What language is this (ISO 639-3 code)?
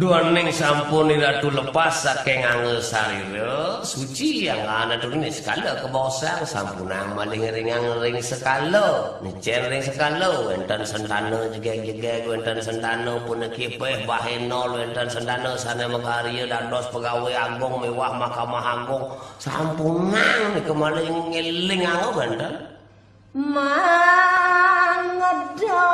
ban